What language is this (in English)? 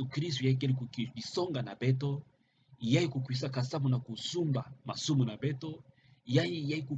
Kituba (Democratic Republic of Congo)